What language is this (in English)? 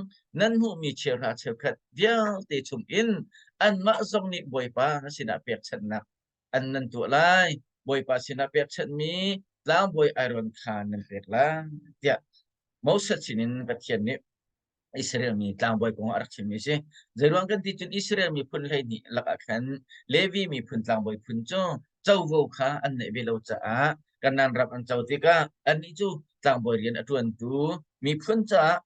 Hakha Chin